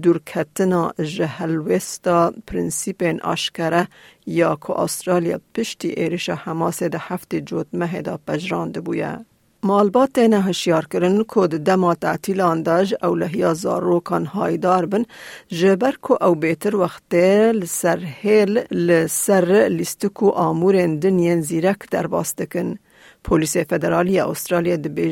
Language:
Kurdish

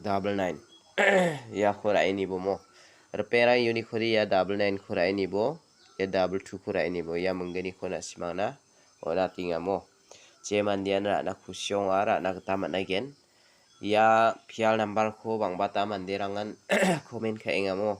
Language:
Garo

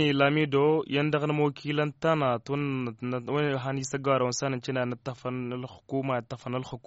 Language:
Tamasheq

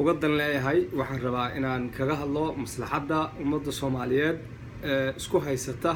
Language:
Somali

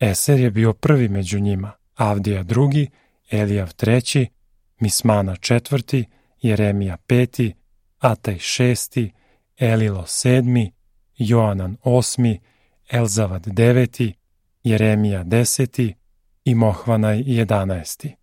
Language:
Serbian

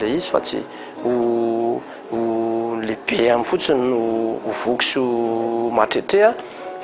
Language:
Malagasy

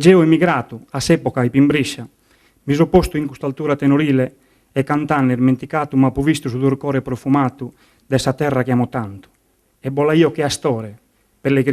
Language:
Sardinian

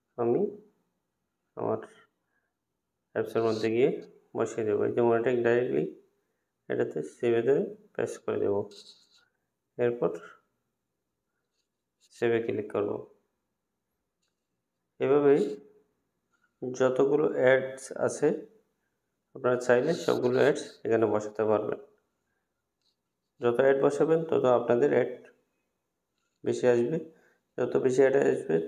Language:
Bangla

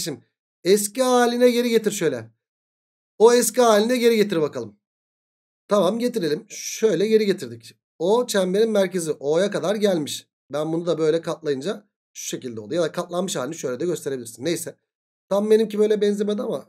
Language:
Turkish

